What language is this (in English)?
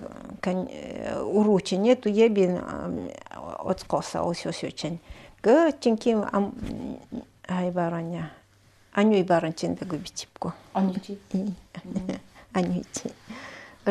Nanai